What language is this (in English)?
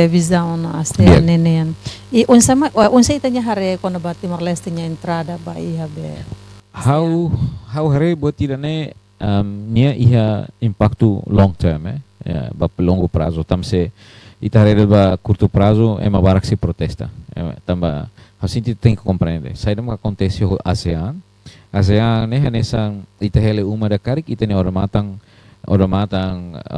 Tetum